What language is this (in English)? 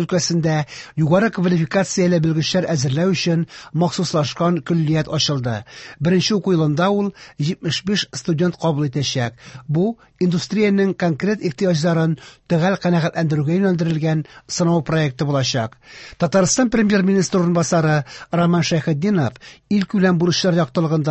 Tatar